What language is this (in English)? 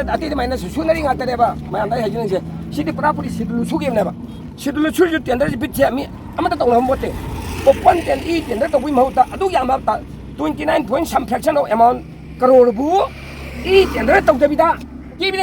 Manipuri